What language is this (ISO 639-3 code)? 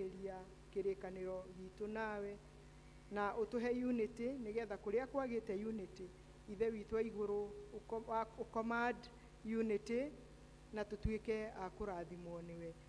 kik